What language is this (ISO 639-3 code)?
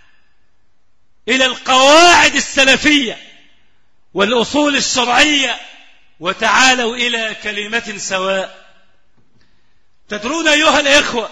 ara